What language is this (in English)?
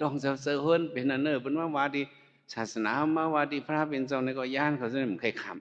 Shan